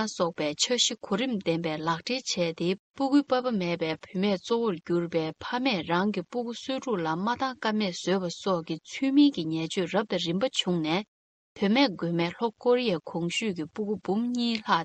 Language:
Tibetan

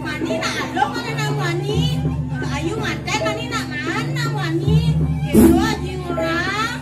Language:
Balinese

